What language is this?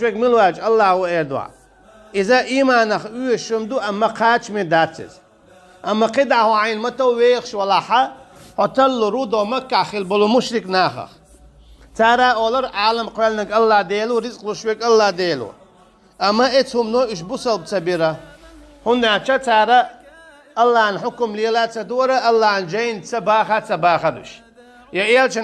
Chechen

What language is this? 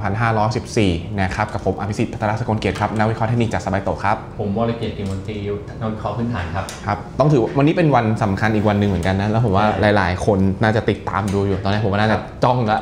Thai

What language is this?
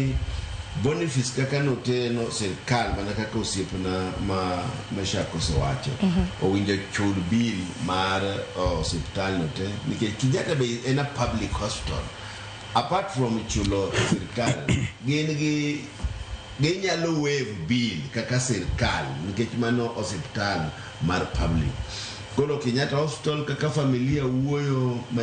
Luo (Kenya and Tanzania)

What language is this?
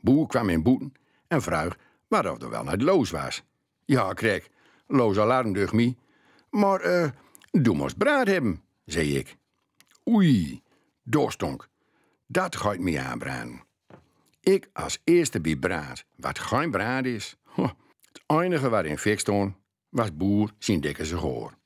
Gronings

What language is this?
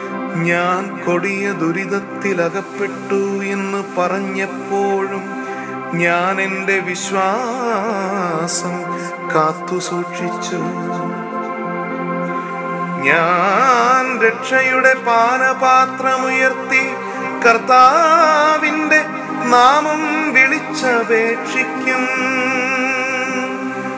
Malayalam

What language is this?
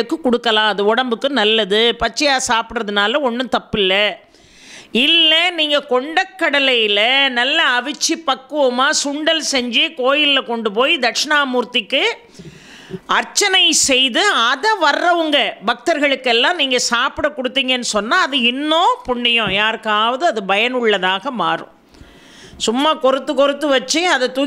Tamil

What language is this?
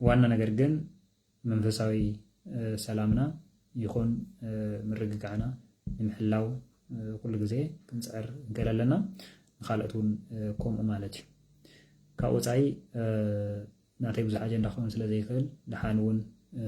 Tigrinya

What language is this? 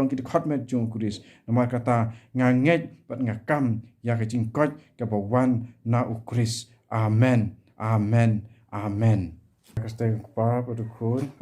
Khasi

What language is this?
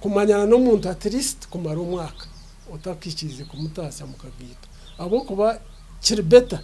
Nyankole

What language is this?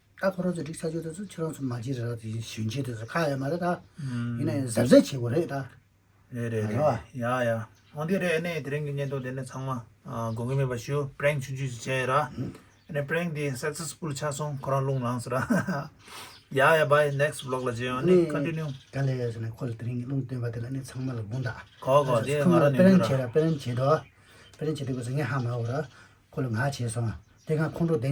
Tibetan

